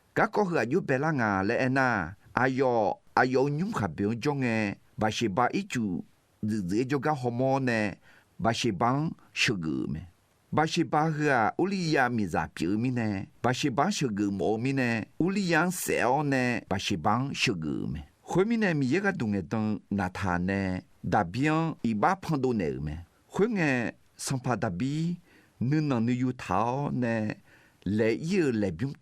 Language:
Akha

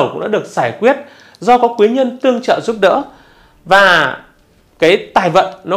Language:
Vietnamese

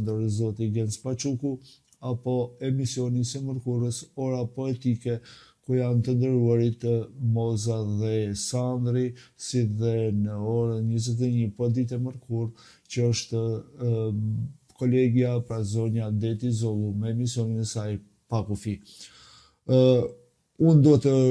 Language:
Albanian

